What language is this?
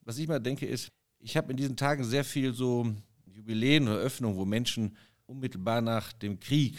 German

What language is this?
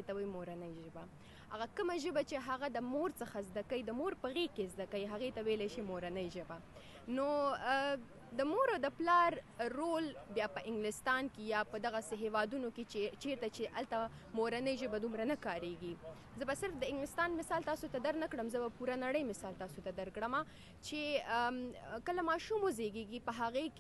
Pashto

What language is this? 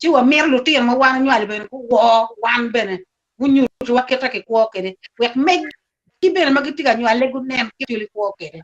Acoli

